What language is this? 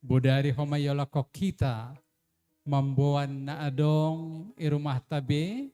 Batak Simalungun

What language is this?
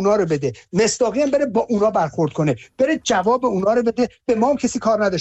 Persian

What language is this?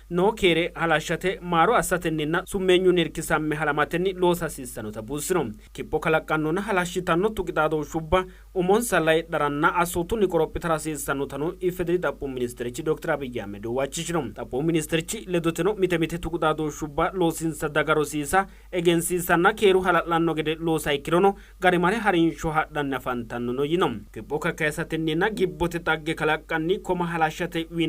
Sidamo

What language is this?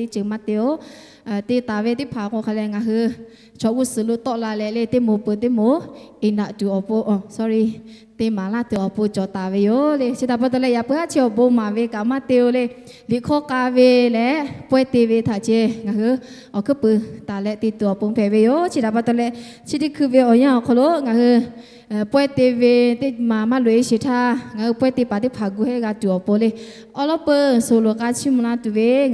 Lahu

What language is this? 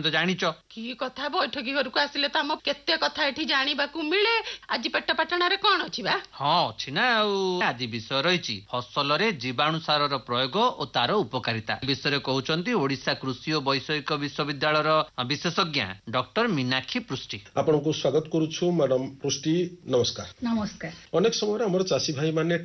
Odia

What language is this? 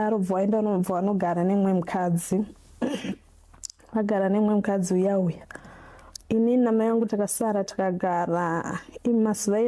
Shona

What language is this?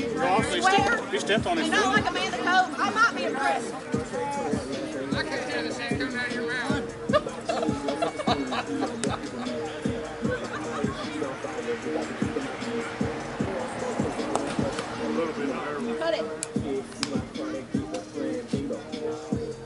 English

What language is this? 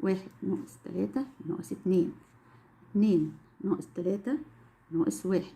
Egyptian Arabic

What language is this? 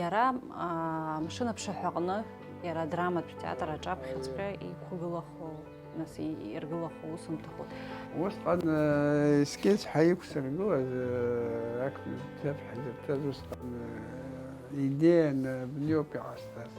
Abkhazian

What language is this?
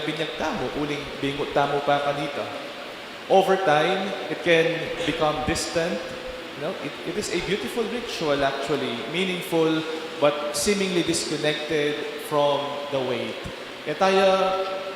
Pampanga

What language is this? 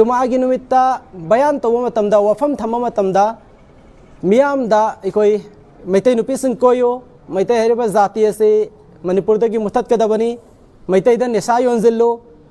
Manipuri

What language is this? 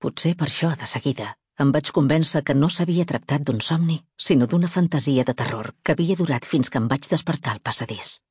Catalan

